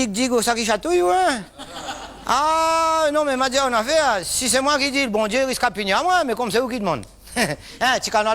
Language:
Réunion Creole French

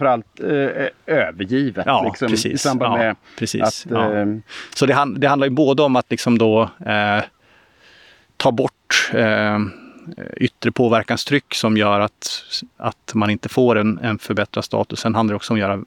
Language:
Swedish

